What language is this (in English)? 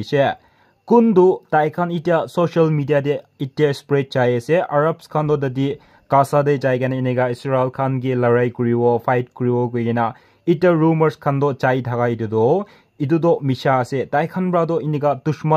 Naga Pidgin